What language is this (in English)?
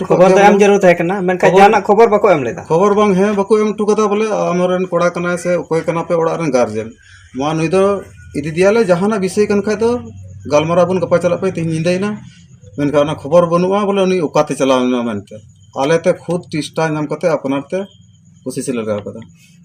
Santali